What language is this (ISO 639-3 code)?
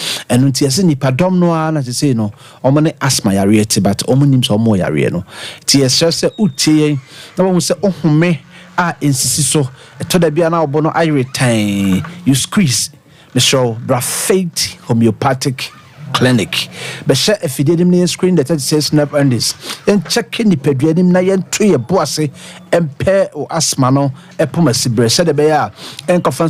aka